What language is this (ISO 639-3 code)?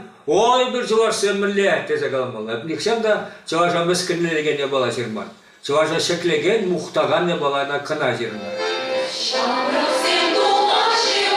chv